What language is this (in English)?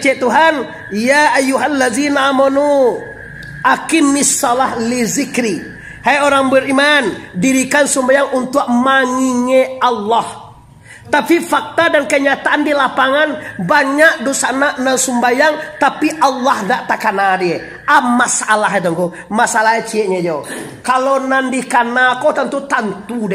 Minangkabau